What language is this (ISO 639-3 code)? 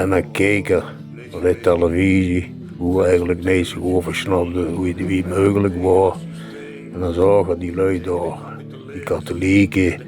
lim